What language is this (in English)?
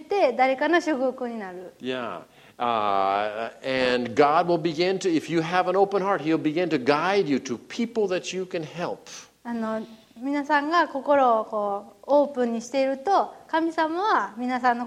Japanese